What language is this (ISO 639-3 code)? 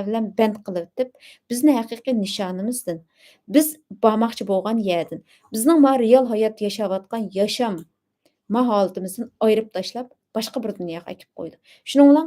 uig